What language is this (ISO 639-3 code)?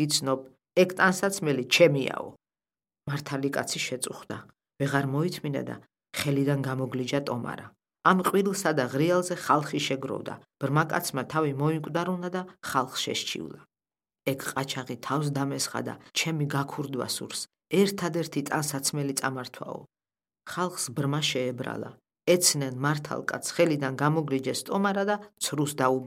kat